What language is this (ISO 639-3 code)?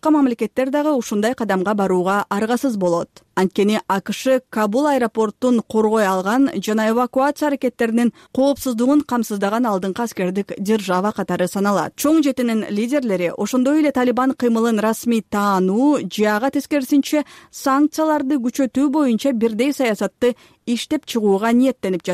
kir